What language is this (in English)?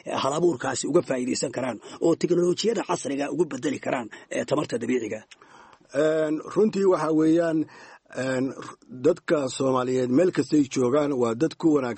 Somali